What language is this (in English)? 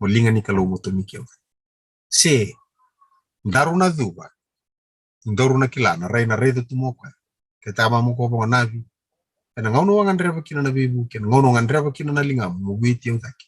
Fijian